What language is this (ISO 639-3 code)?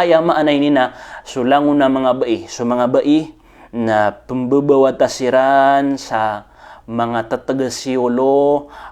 mrw